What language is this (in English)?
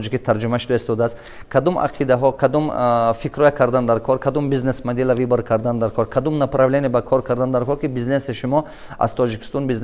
Tajik